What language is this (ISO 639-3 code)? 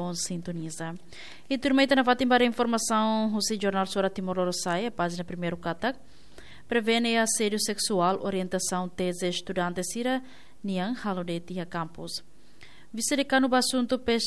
tet